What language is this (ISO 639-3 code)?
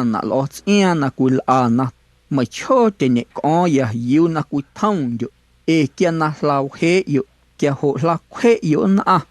amu